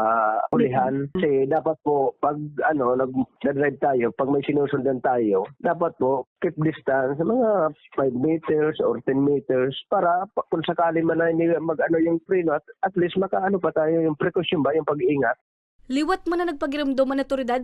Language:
Bikol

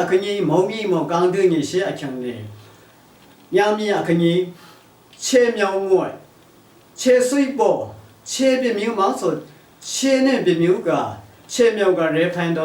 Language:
Lashi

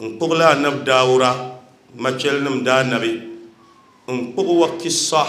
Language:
Dagbani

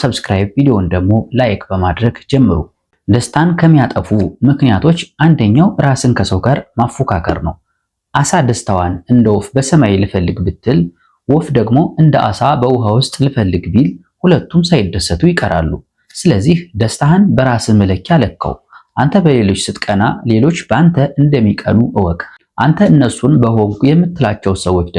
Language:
Amharic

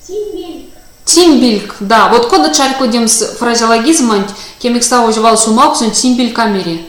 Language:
Erzya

